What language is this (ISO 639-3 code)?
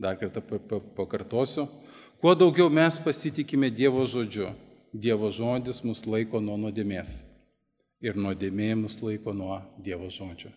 lit